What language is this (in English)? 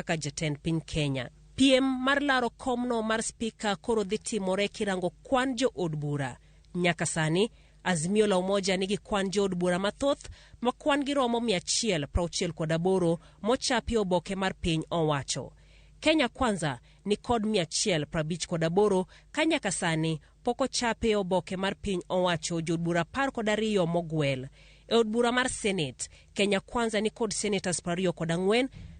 Luo (Kenya and Tanzania)